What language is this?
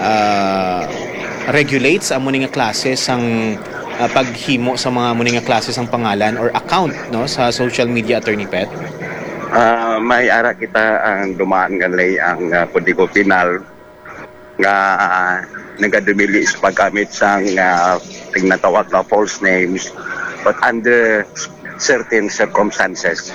Hiligaynon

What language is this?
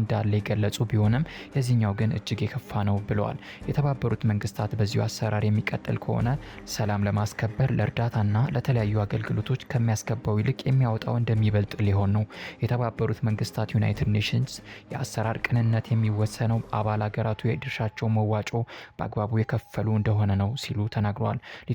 Amharic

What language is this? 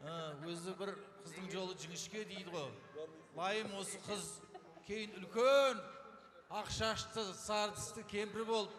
Kazakh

